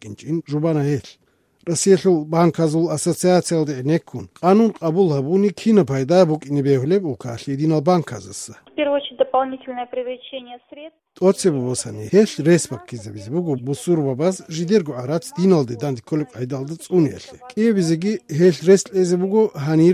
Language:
Avaric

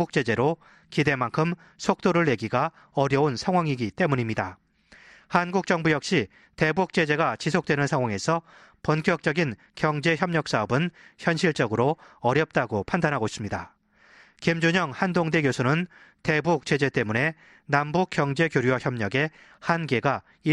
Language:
Korean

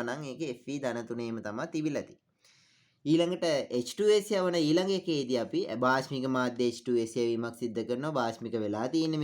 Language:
Sinhala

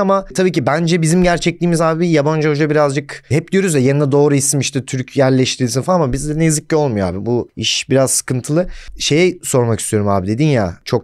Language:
Turkish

